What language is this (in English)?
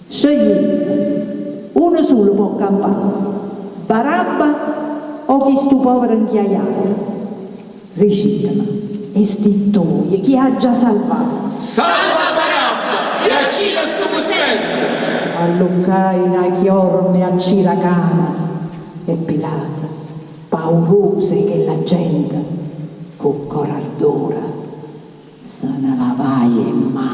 Neapolitan